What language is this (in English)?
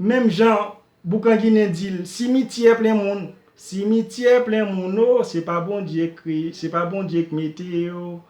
Haitian Creole